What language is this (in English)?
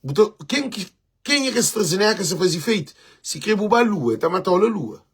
Kabuverdianu